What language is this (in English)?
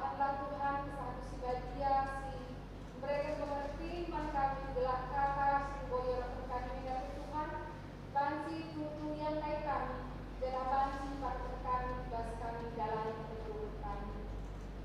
Batak Karo